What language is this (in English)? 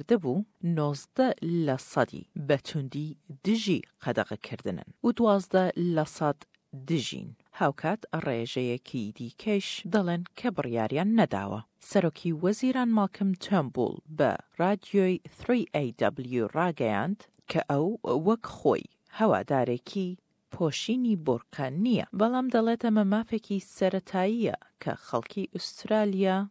Central Kurdish